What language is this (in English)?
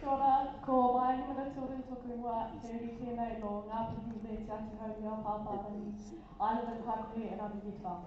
Māori